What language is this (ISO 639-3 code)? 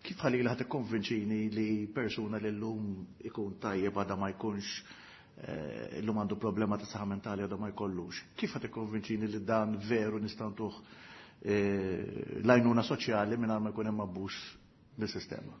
mlt